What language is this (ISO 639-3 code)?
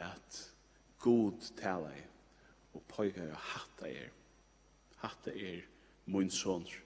fao